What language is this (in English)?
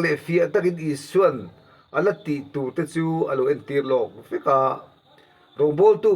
Mizo